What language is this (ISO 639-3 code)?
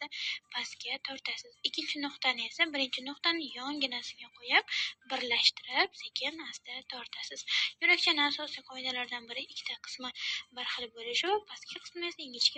uzb